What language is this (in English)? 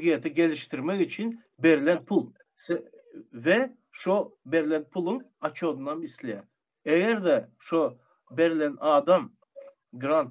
Turkmen